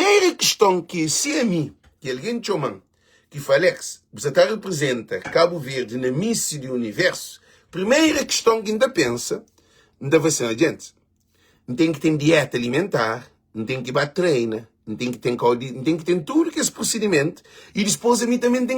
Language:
Kabuverdianu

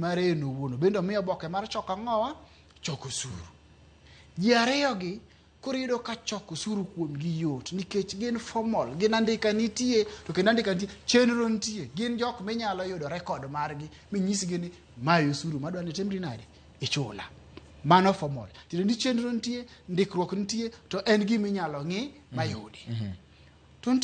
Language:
Luo (Kenya and Tanzania)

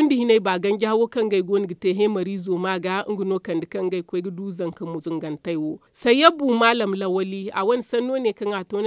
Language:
Zarma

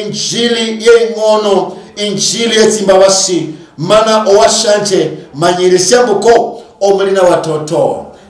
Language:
Luyia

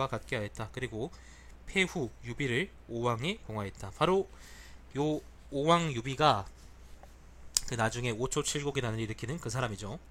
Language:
Korean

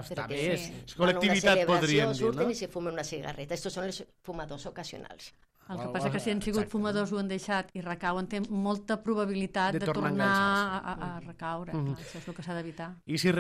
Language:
Catalan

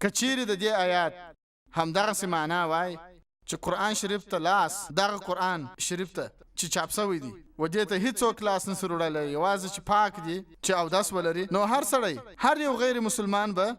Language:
Pashto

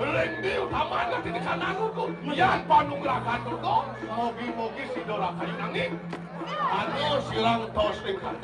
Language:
Balinese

